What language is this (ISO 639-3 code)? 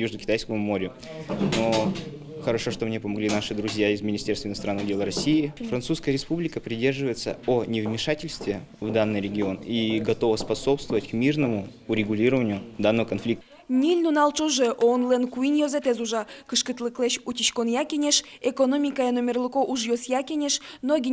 udm